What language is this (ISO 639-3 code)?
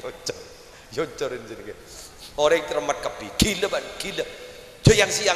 mad